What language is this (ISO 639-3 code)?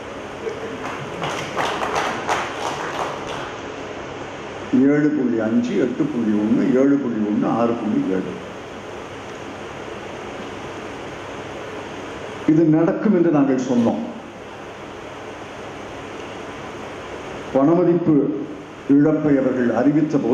tam